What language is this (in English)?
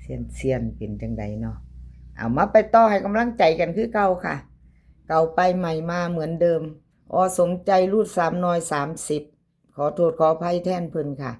Northeastern Thai